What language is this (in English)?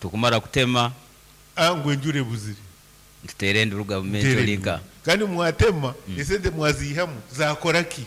Nyankole